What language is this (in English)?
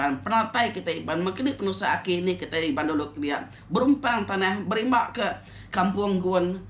Iban